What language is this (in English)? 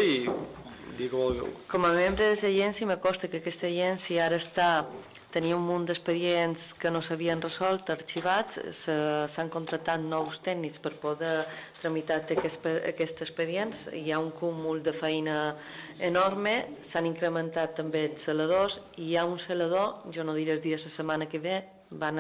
Catalan